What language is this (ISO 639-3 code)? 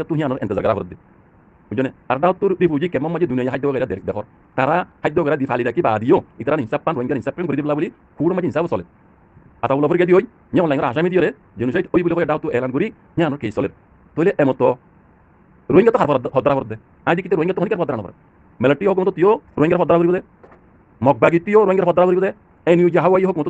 rhg